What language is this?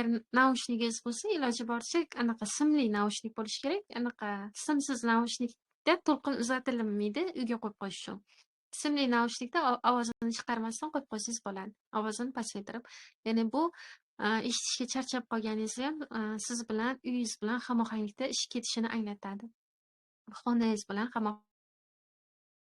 Uzbek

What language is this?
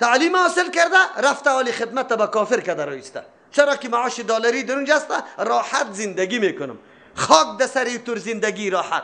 Persian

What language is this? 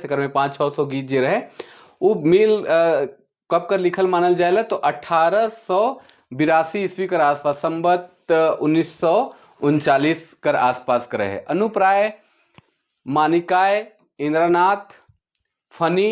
Sadri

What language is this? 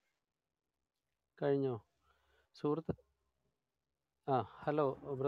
Malayalam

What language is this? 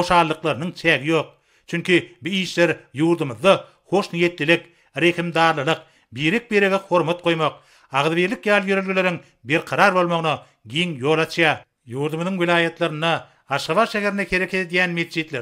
Turkmen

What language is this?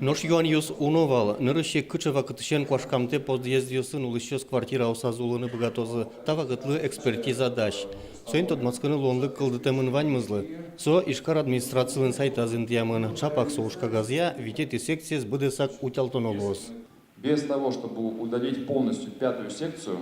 Udmurt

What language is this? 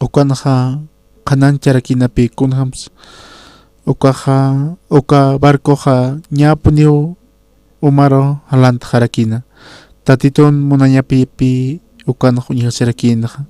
Aymara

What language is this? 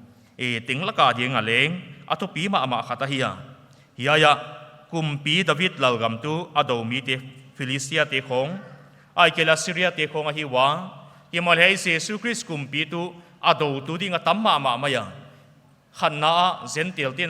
Paite Chin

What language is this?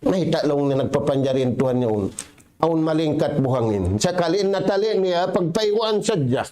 Tausug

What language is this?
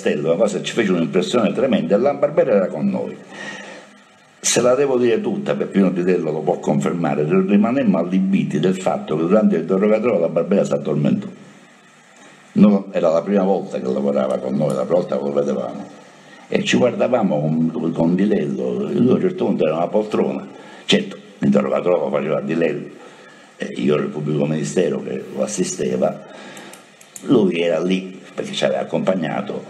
Italian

